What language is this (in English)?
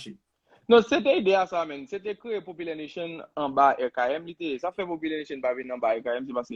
Haitian Creole